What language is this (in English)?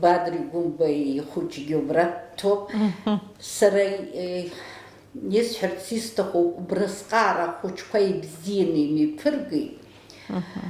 Abkhazian